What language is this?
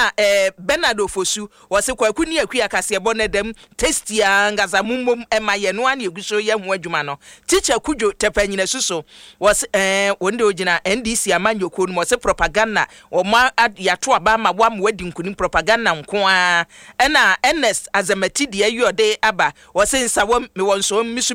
Akan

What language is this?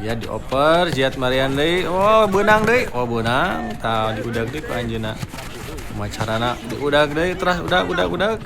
Sundanese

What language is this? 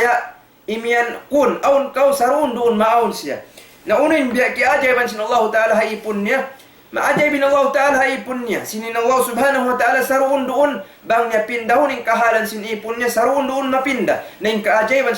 Tausug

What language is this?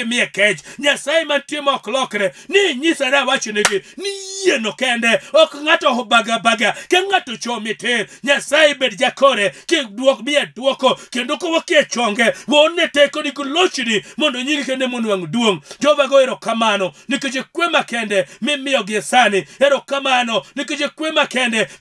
Luo (Kenya and Tanzania)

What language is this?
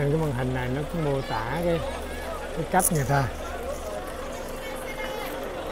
Vietnamese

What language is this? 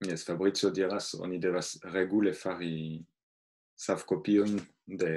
Esperanto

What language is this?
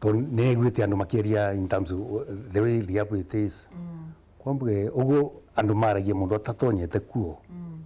Meru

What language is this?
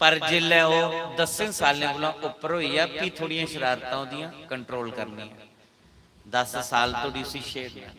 Dogri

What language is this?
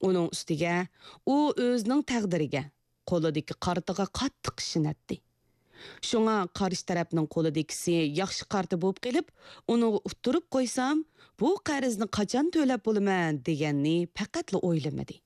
Uyghur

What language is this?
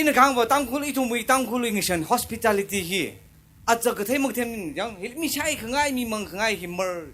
Tangkhul Naga (India)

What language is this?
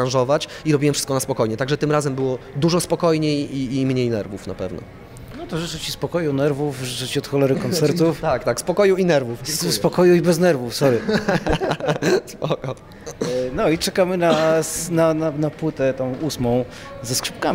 Polish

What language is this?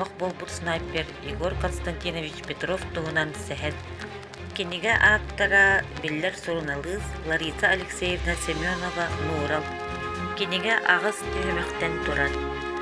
Yakut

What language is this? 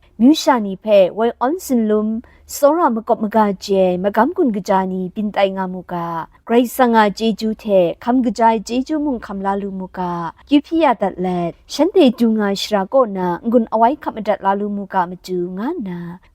Kachin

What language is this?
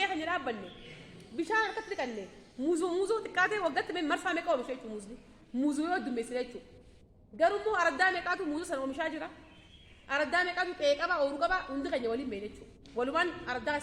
Oromo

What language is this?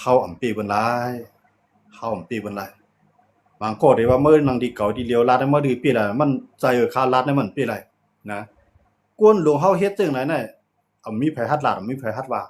Shan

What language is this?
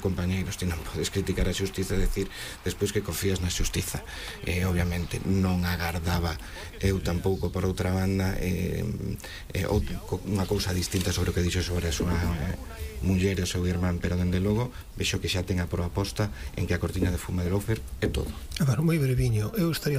Galician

